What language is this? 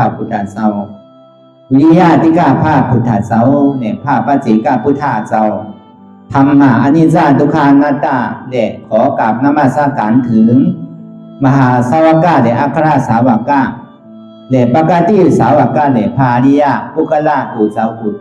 Shan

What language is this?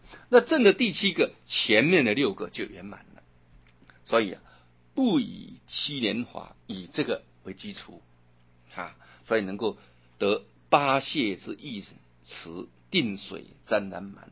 Chinese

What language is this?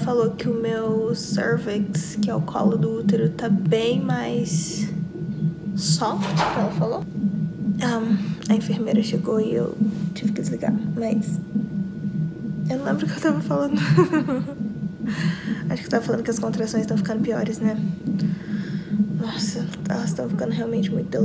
Portuguese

